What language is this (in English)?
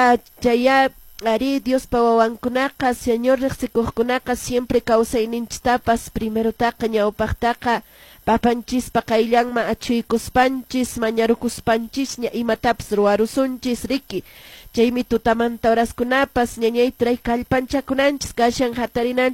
Quechua